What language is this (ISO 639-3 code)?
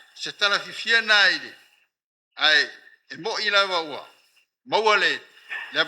smo